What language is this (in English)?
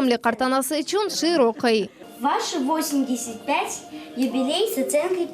Crimean Tatar